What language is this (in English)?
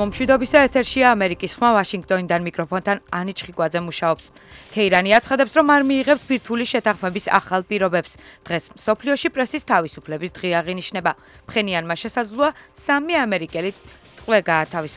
Georgian